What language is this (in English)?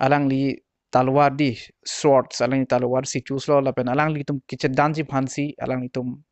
Karbi